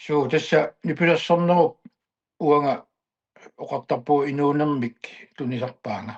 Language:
Kalaallisut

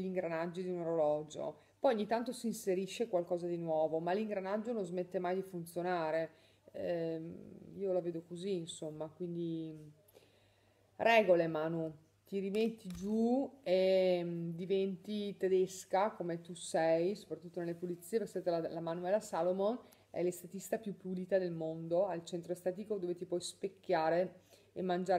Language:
Italian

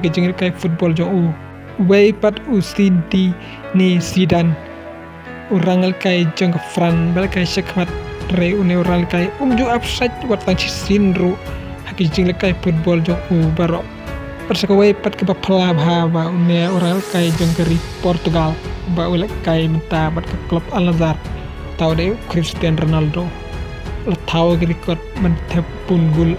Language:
Khasi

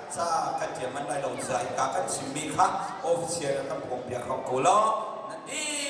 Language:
Hakha Chin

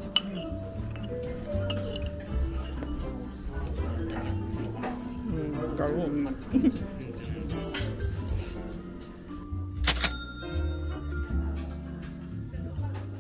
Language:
Japanese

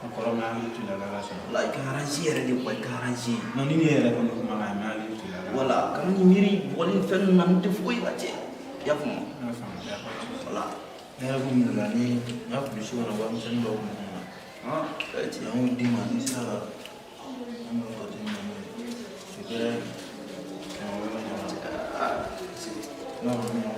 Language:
Bambara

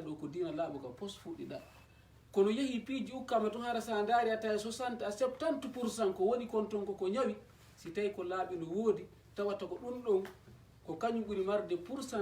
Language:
Fula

